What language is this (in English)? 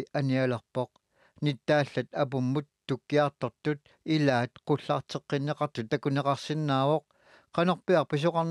Kalaallisut